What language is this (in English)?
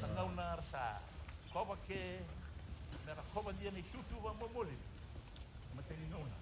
Fijian